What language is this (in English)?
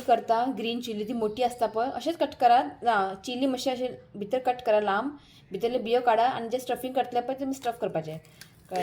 Konkani